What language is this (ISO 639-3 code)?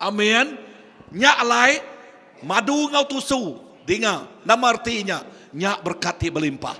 iba